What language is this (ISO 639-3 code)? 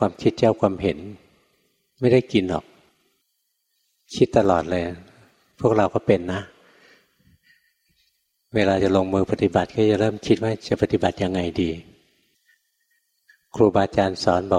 tha